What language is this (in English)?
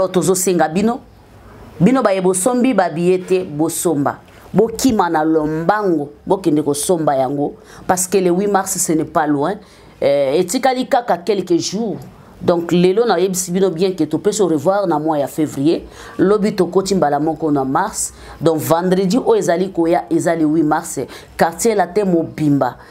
Lingala